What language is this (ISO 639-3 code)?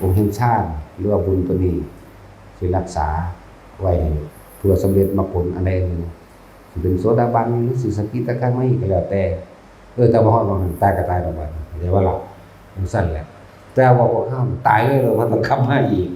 tts